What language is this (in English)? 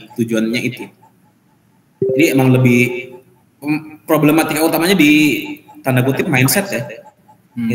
Indonesian